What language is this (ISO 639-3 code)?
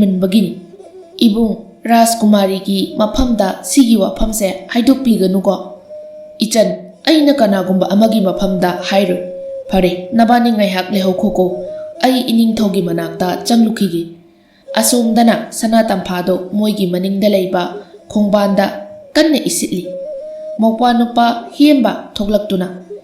mni